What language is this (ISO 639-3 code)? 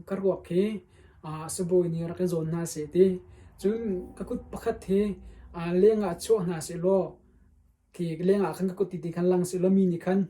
cnh